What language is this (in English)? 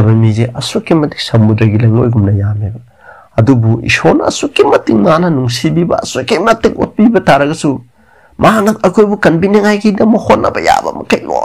Manipuri